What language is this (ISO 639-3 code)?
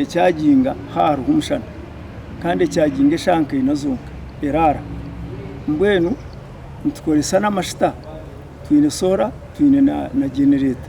nyn